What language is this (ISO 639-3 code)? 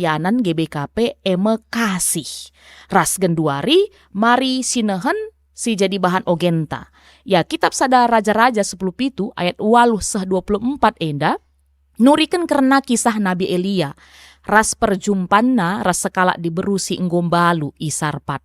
btx